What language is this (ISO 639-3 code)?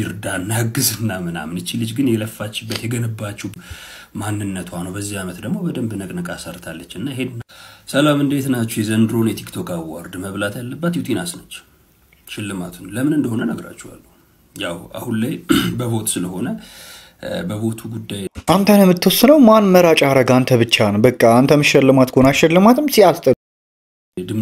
amh